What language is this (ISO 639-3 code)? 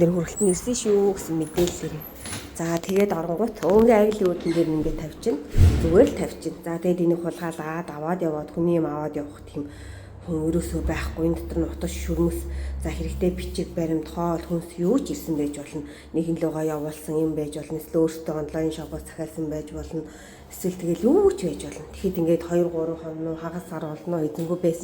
mon